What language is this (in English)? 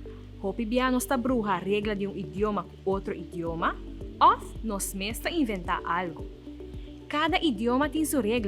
Papiamento